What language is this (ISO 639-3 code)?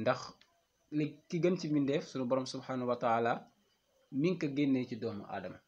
wol